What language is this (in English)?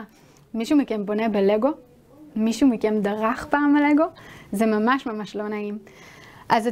Hebrew